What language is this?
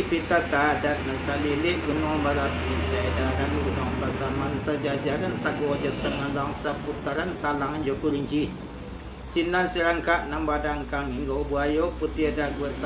Minangkabau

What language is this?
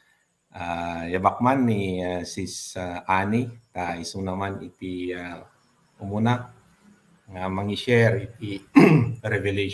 Iloko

